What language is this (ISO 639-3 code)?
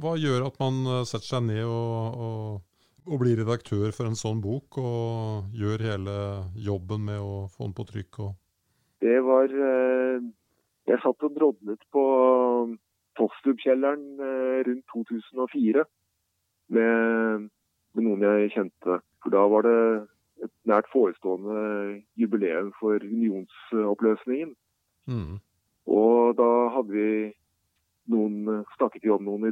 nor